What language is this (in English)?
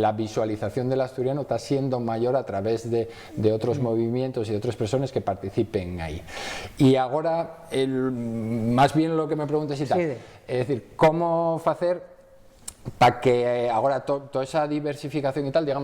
Asturian